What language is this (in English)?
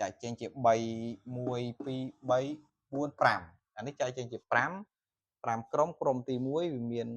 Khmer